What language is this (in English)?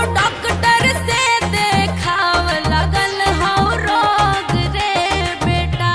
Magahi